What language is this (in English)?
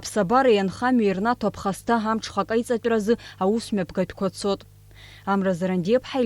Abkhazian